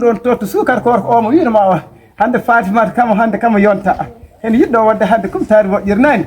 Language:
Fula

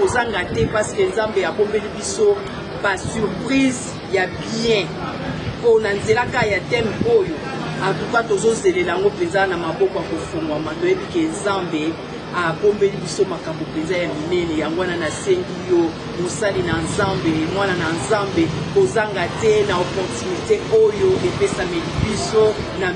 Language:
Lingala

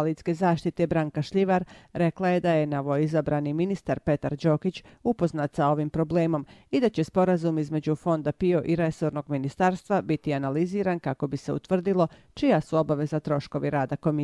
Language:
Croatian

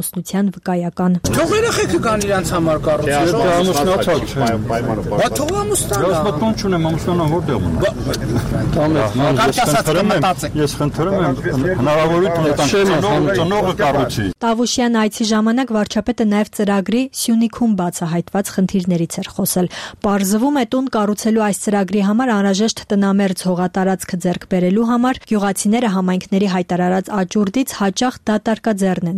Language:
Armenian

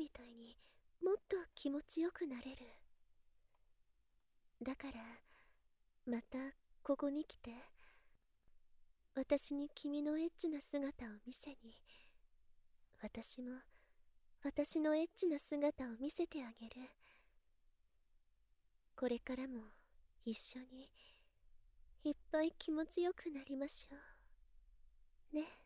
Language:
Japanese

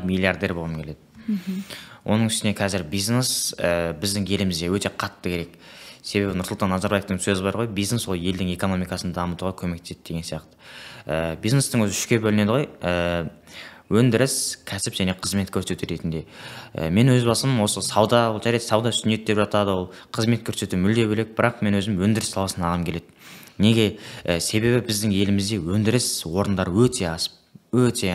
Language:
Kazakh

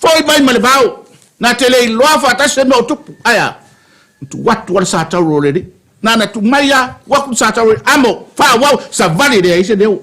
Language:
Samoan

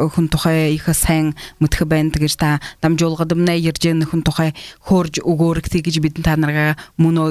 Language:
Buriat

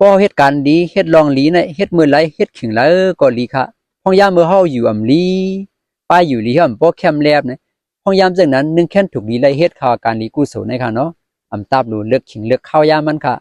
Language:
Shan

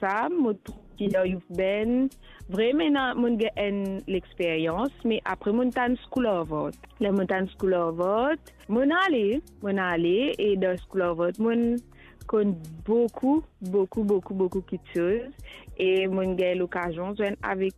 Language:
Morisyen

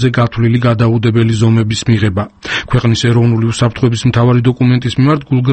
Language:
Georgian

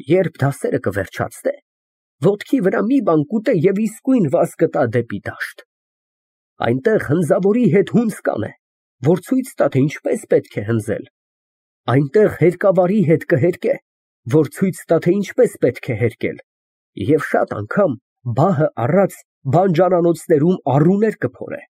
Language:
Armenian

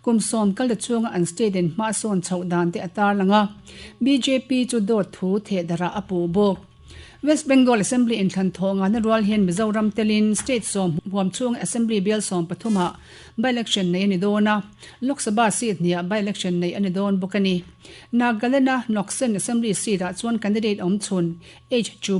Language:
Mizo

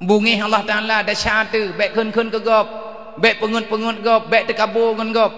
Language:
Achinese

